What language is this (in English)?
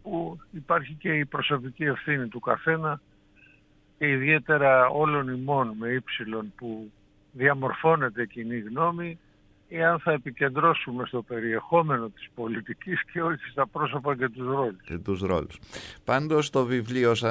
Greek